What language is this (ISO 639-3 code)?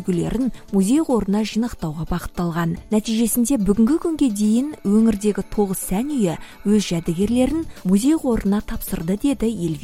kaz